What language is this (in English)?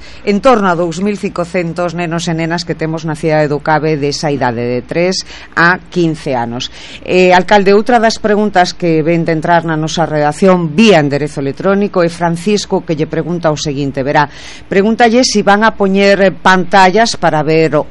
Galician